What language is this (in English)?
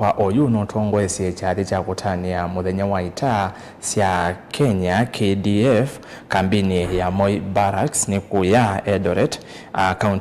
Kamba